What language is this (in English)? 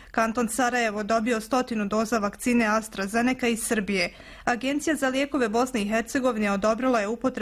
Bosnian